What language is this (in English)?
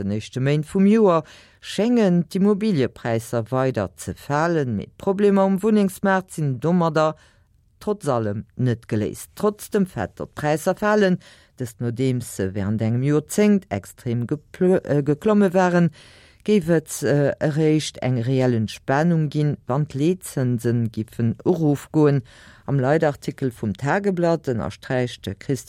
Luxembourgish